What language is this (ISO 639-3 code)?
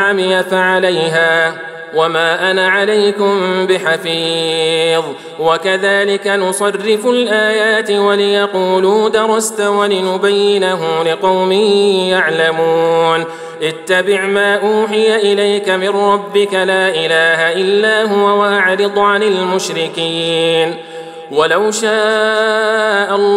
ara